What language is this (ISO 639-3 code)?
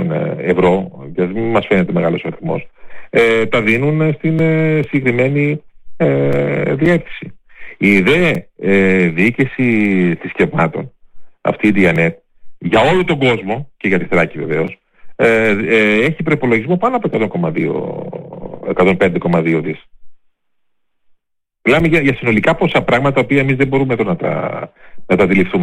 ell